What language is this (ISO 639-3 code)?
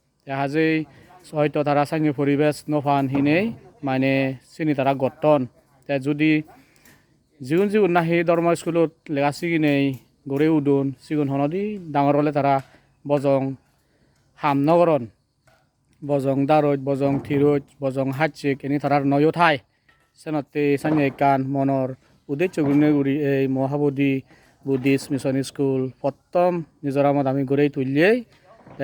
ccp